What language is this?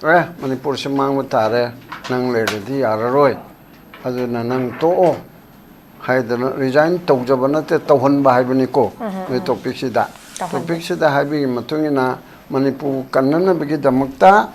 Manipuri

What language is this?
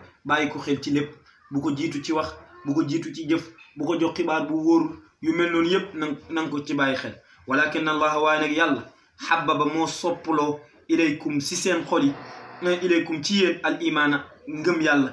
Wolof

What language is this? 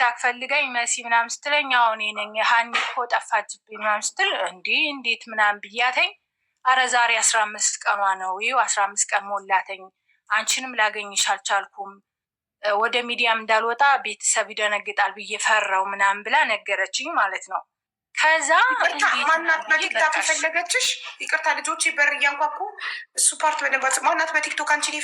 Amharic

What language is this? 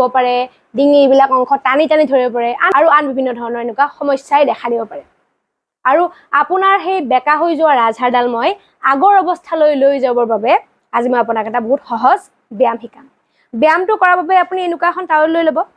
Assamese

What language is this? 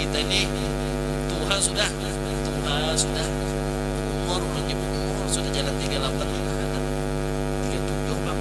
Banjar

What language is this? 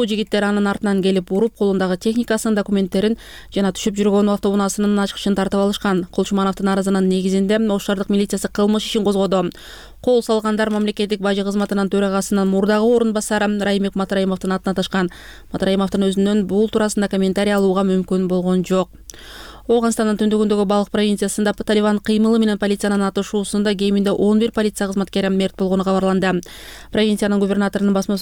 Kyrgyz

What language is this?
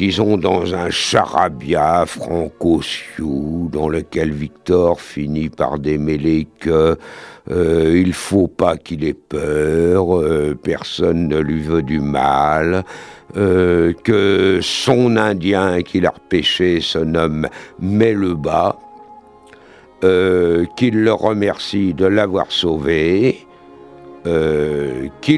French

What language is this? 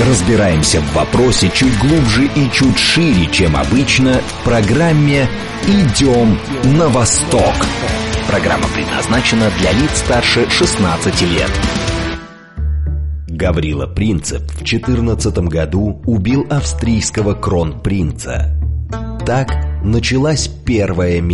Russian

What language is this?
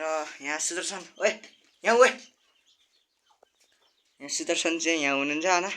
Nepali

